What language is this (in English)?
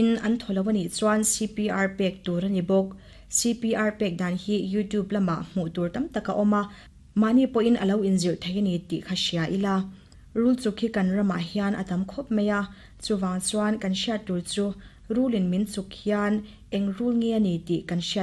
Mizo